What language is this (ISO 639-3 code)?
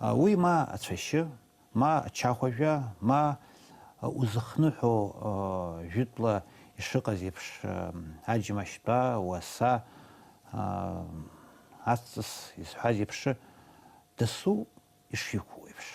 abk